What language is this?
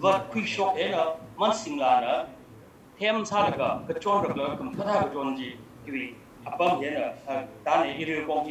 Tangkhul Naga (India)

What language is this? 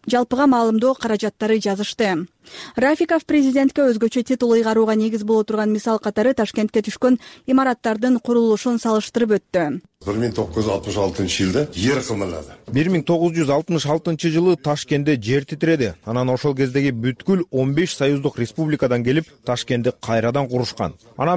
Kyrgyz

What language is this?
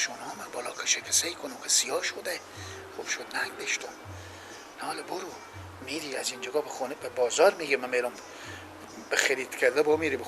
Persian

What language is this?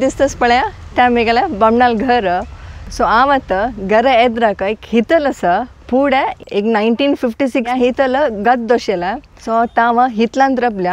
Konkani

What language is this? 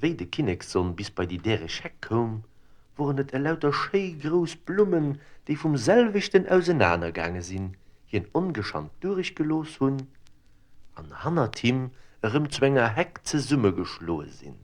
Luxembourgish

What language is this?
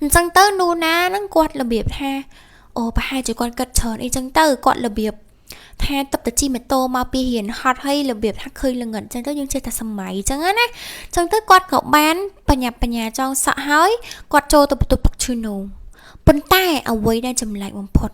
Khmer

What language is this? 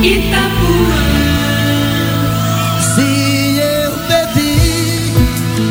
Portuguese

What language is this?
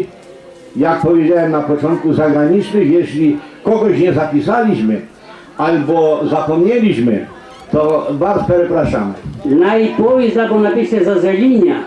Rusyn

